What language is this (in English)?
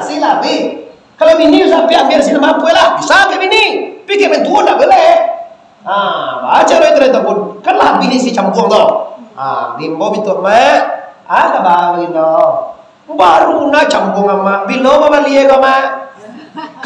Minangkabau